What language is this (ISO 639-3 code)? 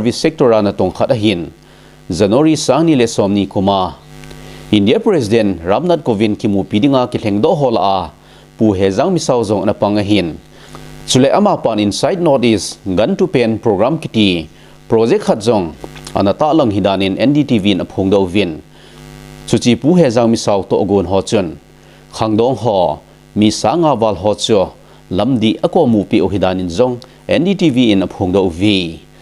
tcz